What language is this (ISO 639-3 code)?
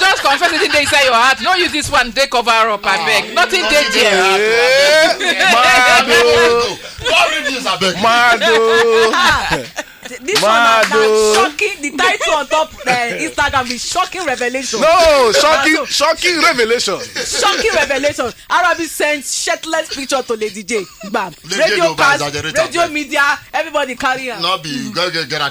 pcm